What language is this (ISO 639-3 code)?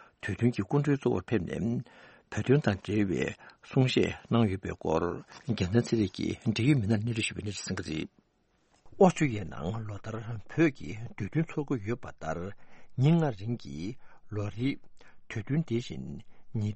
bod